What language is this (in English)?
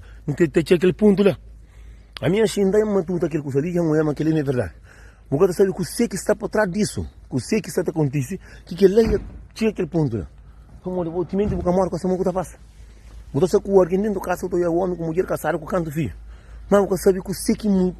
Kabuverdianu